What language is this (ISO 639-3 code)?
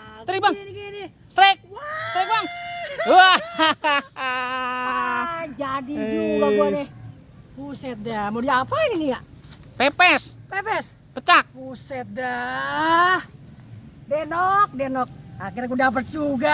bew